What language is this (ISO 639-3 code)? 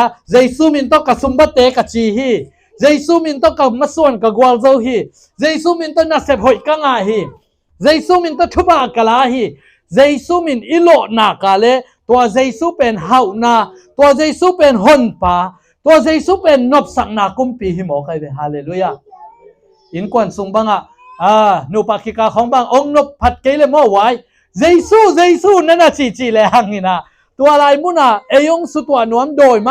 ctd